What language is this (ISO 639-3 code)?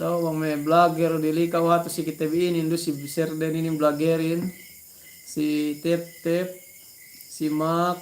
yka